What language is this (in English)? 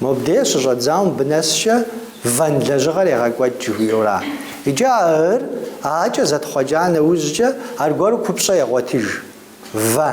Kabardian